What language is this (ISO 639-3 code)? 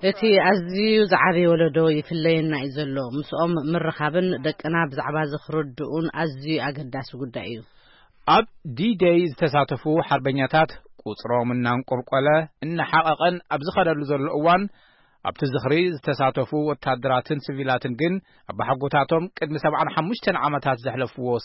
tir